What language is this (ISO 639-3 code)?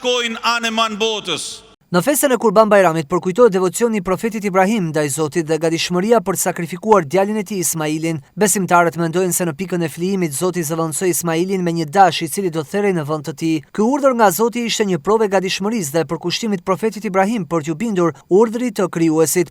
sqi